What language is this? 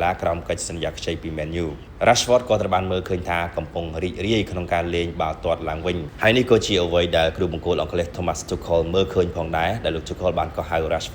Khmer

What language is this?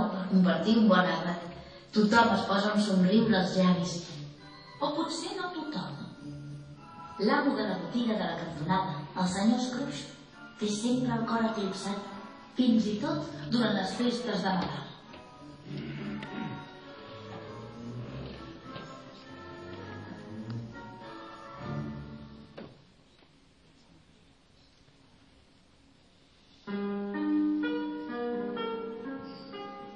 Catalan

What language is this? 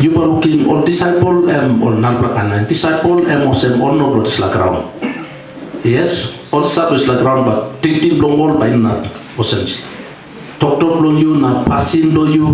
Tok Pisin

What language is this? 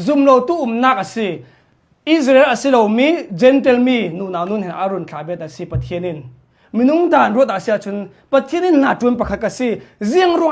Hakha Chin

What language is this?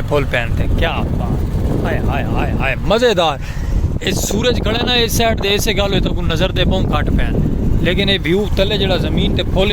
Saraiki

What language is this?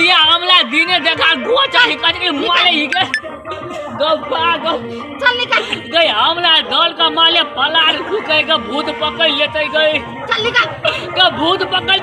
Maithili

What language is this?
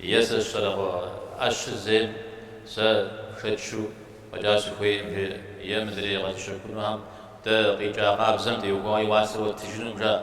Kabardian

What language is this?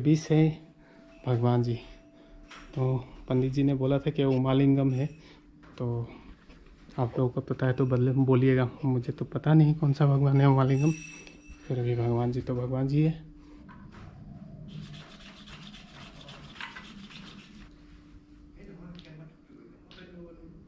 Hindi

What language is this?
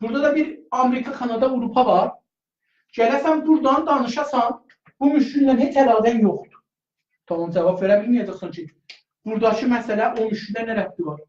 South Azerbaijani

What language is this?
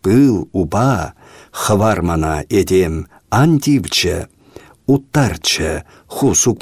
Chuvash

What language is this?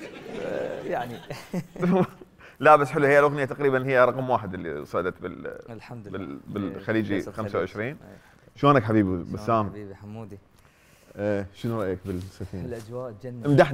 Mesopotamian Arabic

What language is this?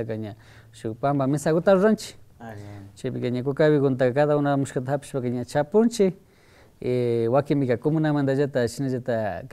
Imbabura Highland Quichua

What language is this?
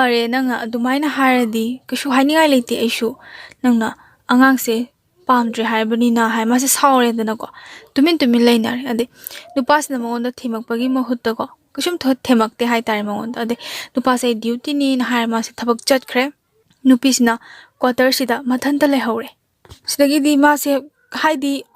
Manipuri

